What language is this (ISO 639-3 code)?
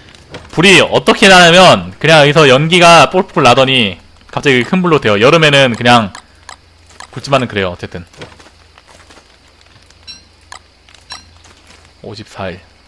kor